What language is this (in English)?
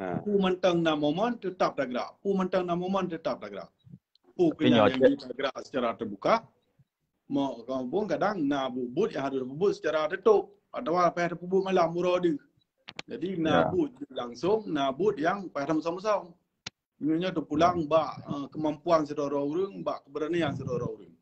Achinese